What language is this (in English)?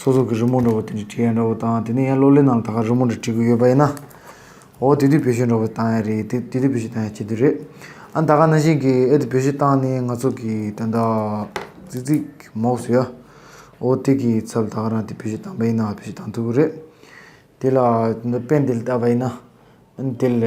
Tibetan